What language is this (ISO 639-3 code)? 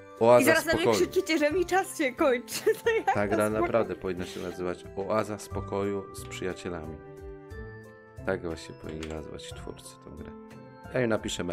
pol